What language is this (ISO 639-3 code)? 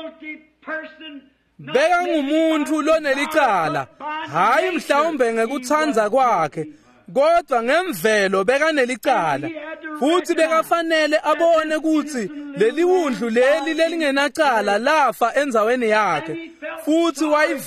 ssw